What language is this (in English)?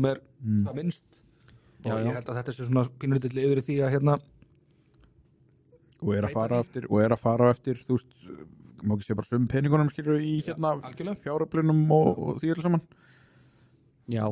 Icelandic